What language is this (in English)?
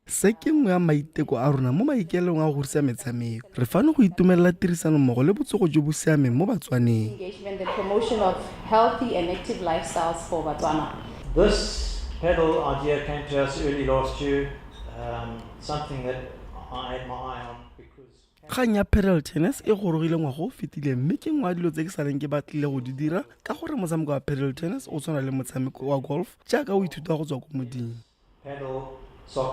Tswana